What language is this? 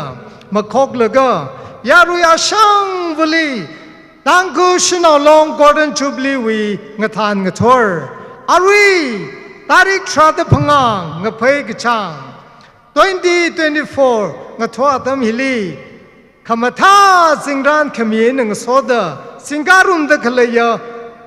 Tangkhul Naga (India)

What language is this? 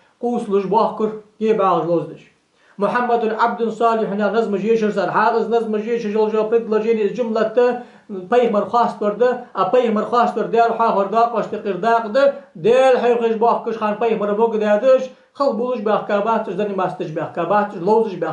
Ingush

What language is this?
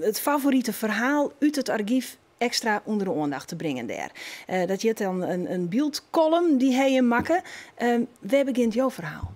Western Frisian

